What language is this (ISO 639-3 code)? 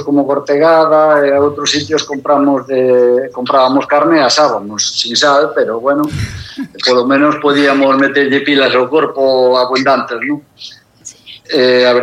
glg